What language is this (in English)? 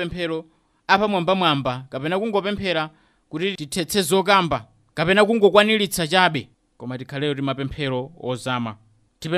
Nyanja